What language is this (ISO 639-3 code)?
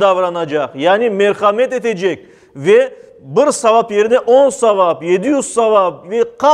crh